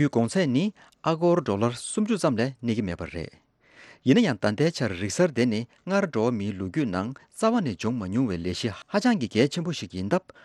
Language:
Tibetan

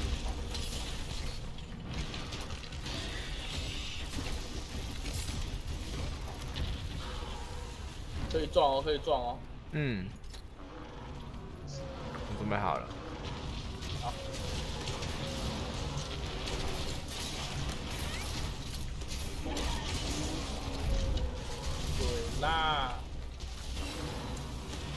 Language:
Chinese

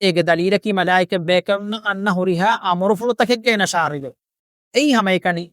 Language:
Divehi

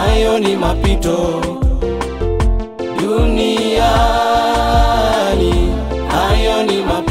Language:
Swahili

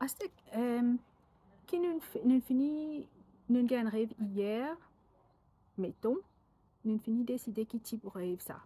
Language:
Morisyen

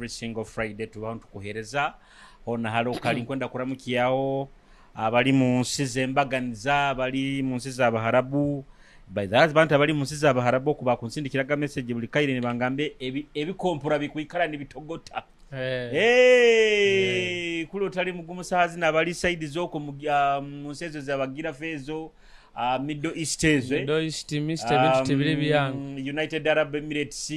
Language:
Nyoro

